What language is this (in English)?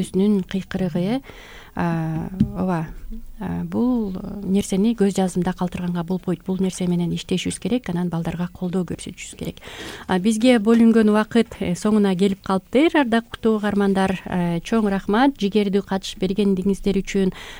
Kyrgyz